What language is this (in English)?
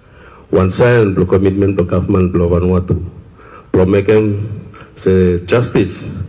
Bislama